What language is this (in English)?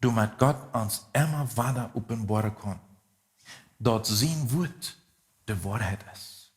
Plautdietsch